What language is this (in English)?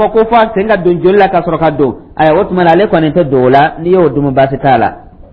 Dyula